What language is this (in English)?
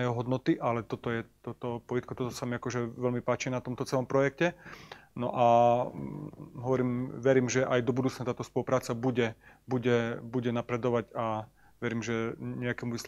Slovak